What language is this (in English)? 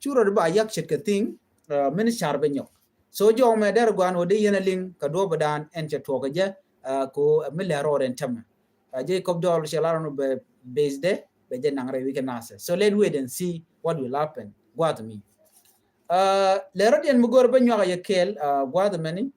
Nuer